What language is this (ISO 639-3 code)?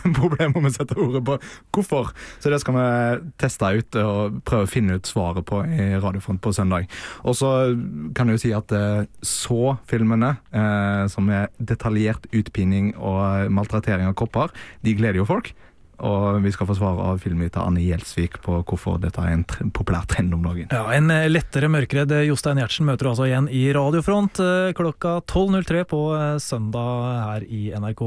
nor